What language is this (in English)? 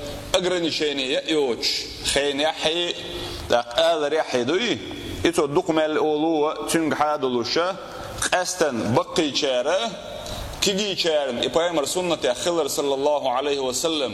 Chechen